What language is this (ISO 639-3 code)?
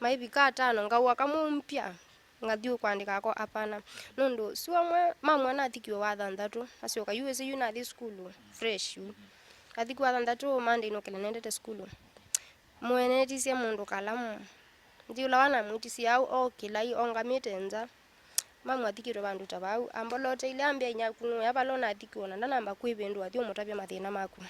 kam